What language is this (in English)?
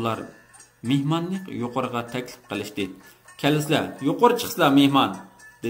Uyghur